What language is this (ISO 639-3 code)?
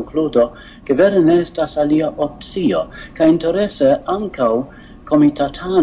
epo